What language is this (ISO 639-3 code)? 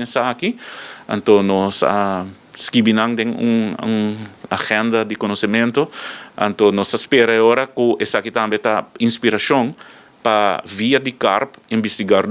pap